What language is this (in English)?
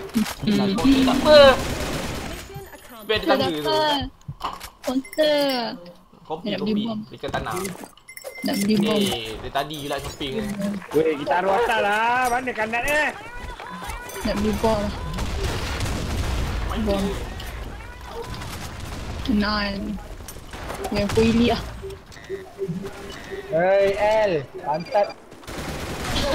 Malay